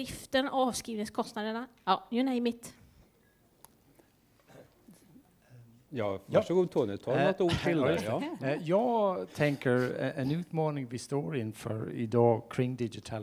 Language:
Swedish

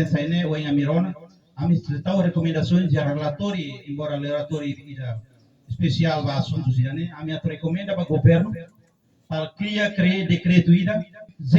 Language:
Tetum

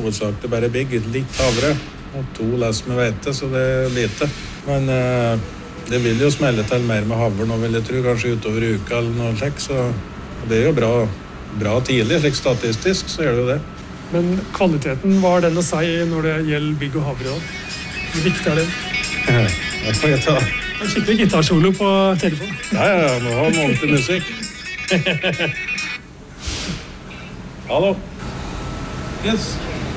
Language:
Norwegian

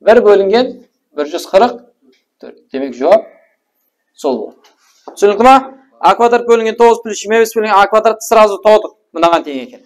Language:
Kara-Kalpak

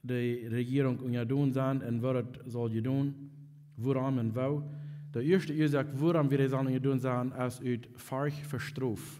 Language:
Plautdietsch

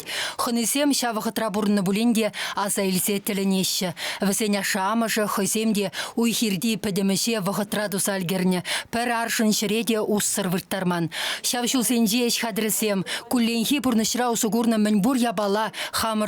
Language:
Chuvash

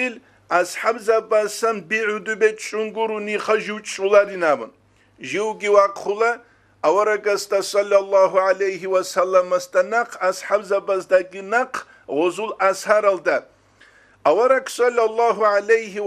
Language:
Avaric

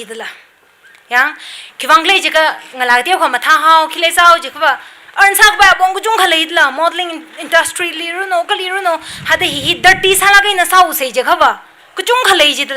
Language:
Tangkhul Naga (India)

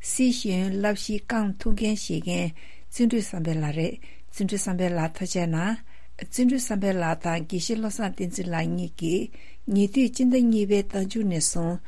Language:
Tibetan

